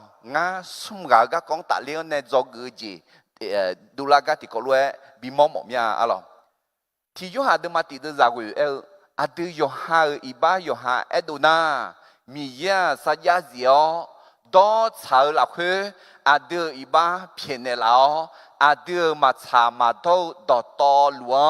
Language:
Akha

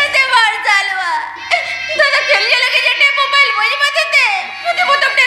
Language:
Santali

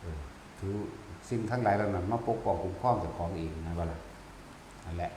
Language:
Northeastern Thai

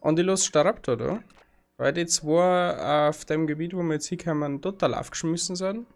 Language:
Bavarian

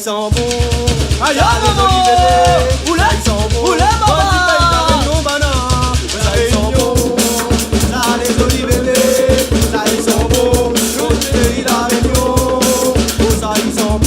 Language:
Réunion Creole French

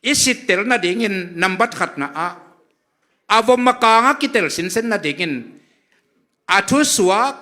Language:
Tedim Chin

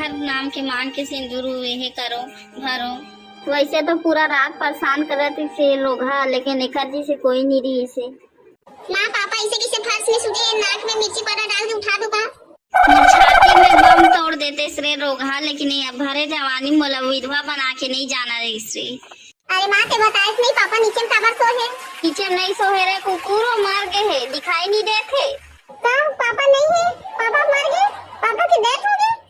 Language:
Chhattisgarhi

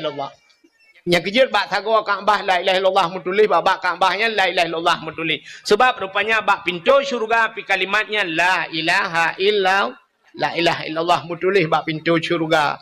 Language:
Achinese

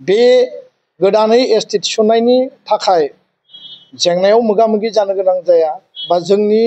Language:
Bodo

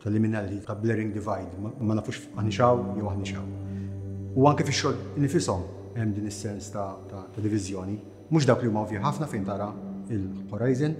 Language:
Maltese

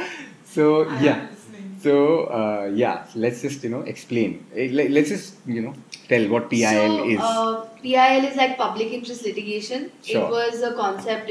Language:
English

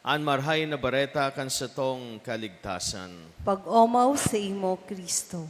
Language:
Bikol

